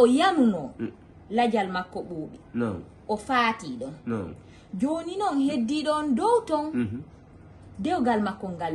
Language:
Fula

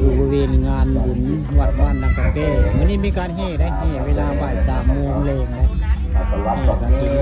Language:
Northeastern Thai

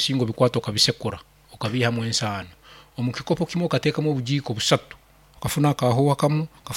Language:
Nyoro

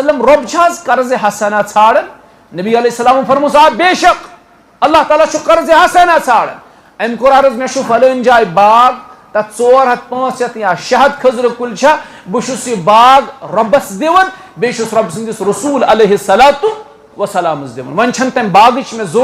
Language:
Kashmiri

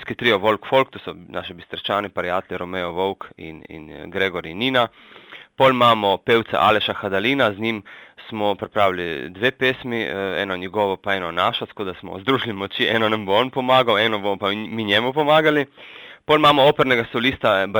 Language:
Slovenian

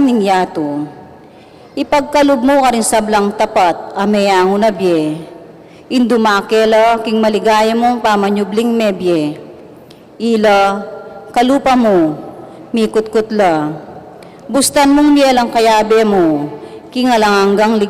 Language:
Pampanga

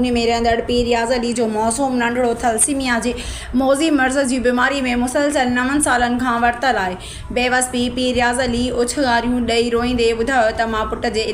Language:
Sindhi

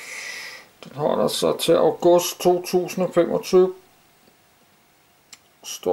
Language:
Danish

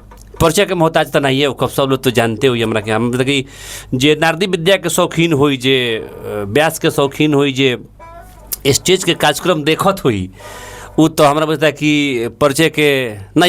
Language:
Bhojpuri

